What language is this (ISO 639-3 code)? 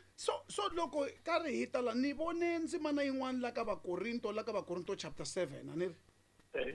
tso